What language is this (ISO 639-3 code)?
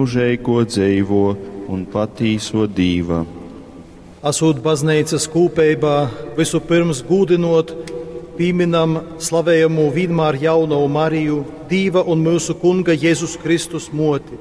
ltg